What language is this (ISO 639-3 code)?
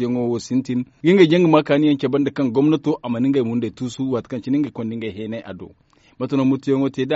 dje